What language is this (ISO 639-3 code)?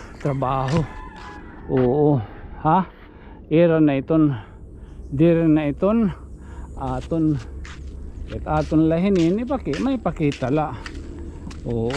war